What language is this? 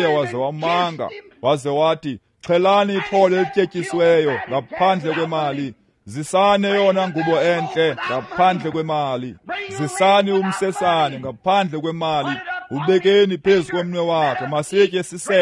Xhosa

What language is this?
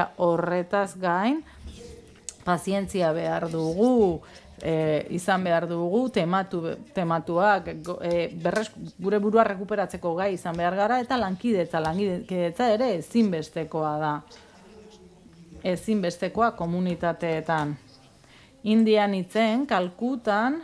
Basque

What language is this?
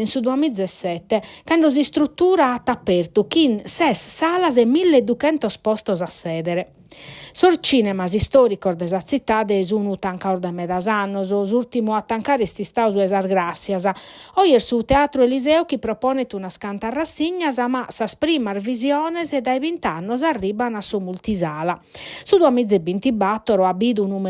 Sardinian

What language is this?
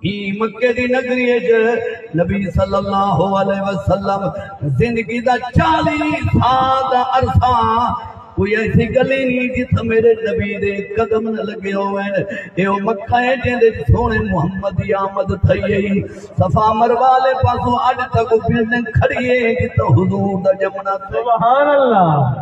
Saraiki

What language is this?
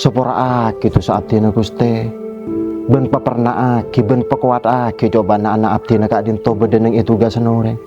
Madurese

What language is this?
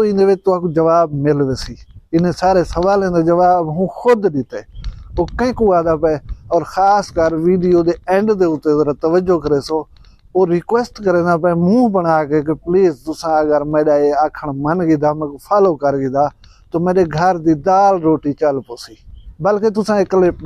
Saraiki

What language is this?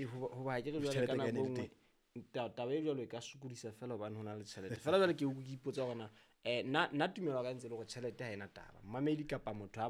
Southern Sotho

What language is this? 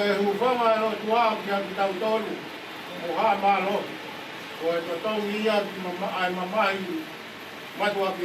Tongan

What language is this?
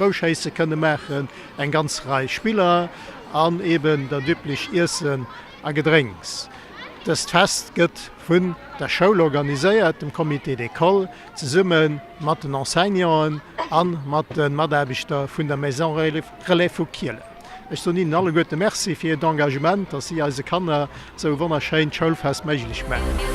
Luxembourgish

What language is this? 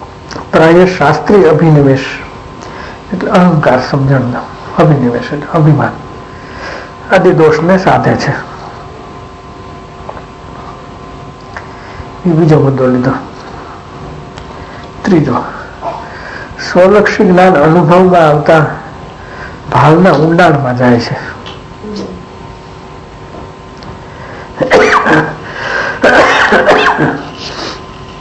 Gujarati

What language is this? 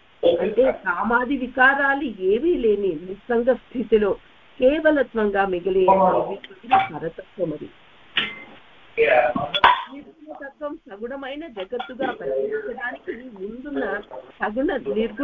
Telugu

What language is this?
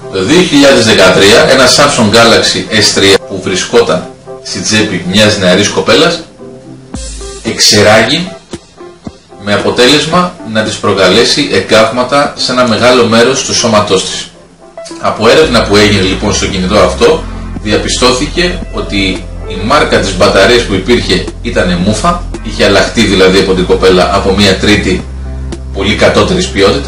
Greek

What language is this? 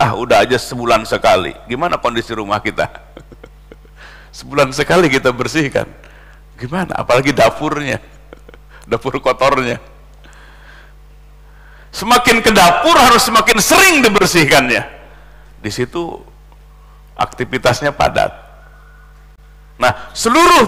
Indonesian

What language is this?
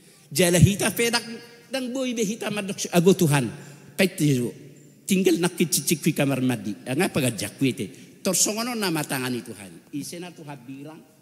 Batak Toba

